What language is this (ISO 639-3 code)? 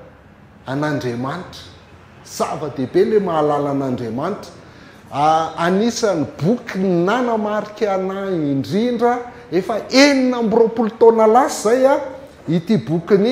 mlg